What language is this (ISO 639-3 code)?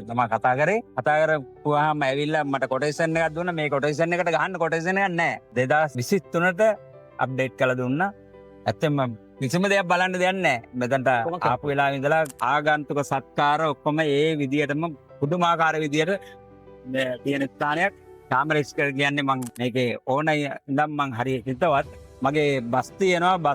sin